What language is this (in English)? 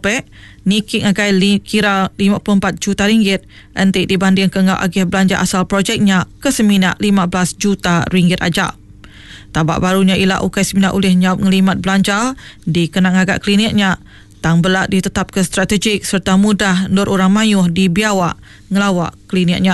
Iban